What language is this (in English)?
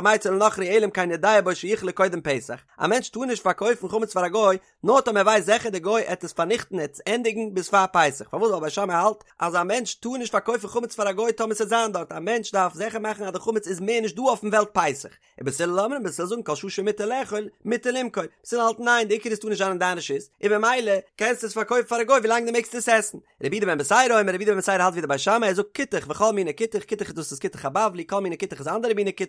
Yiddish